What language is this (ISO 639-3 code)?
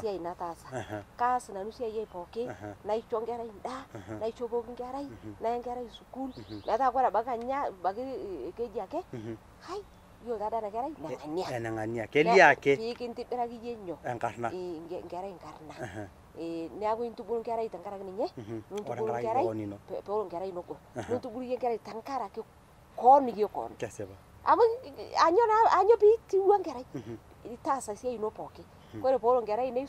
mas